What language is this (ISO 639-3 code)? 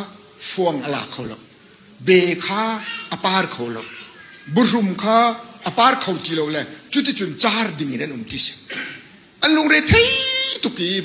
cnh